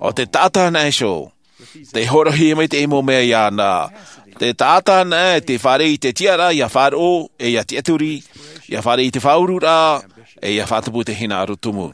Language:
Tahitian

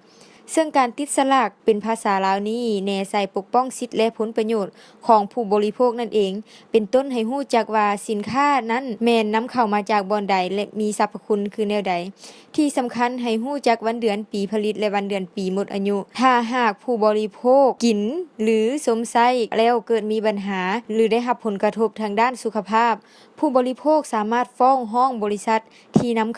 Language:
Lao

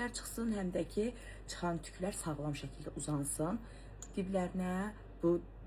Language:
Azerbaijani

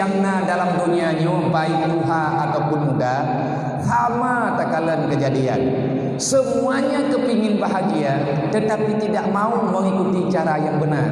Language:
Achinese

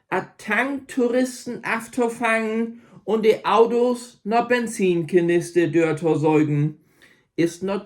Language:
Low German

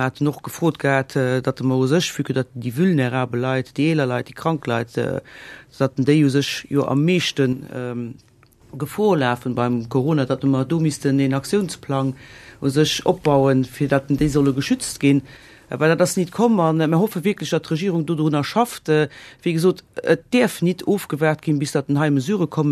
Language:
Luxembourgish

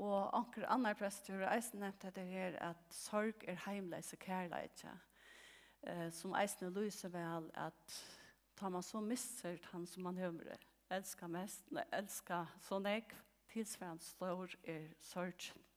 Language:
Faroese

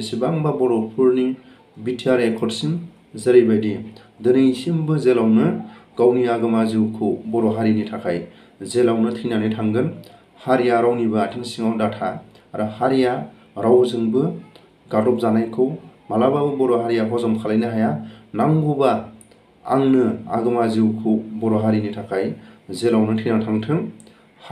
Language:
Bodo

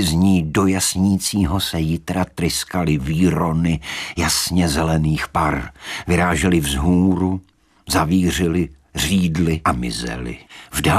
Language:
Czech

